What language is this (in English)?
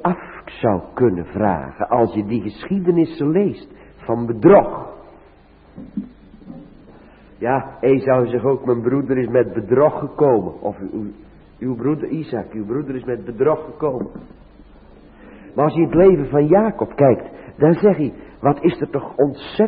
Dutch